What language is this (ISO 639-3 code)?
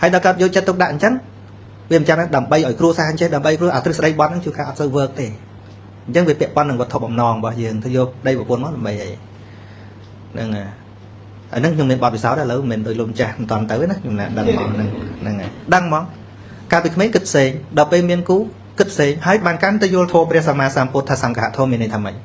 khm